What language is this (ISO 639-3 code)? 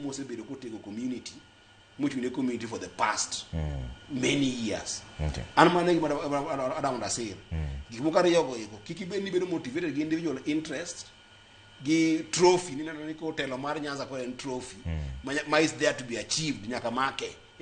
luo